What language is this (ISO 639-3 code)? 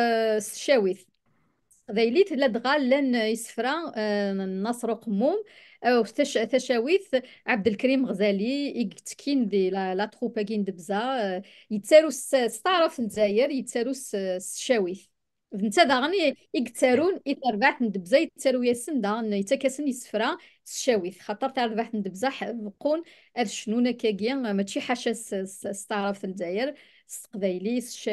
kab